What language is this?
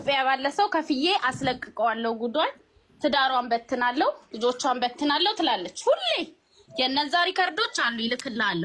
Amharic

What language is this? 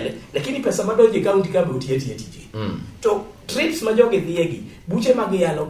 Luo (Kenya and Tanzania)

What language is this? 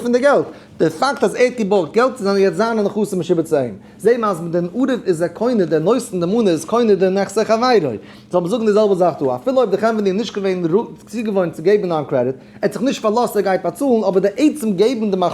Yiddish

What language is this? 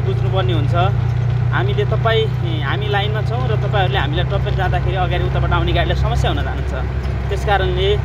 Nepali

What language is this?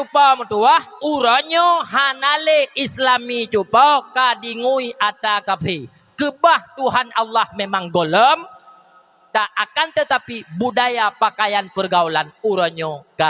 Achinese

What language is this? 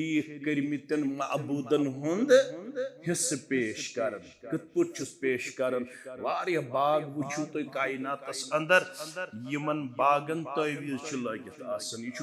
Kashmiri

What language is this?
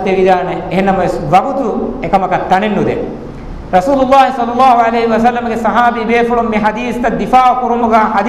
Divehi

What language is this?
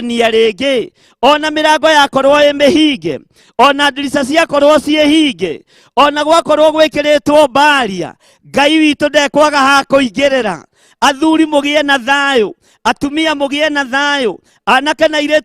Kikuyu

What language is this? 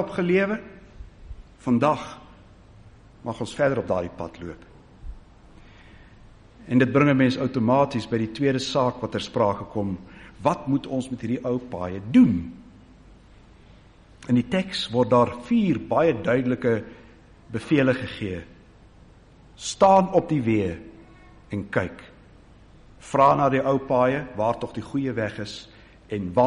Afrikaans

